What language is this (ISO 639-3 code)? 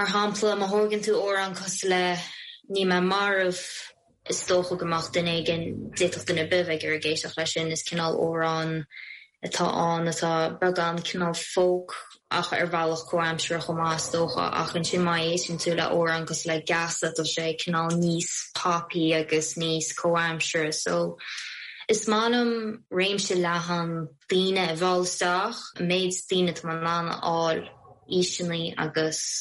gle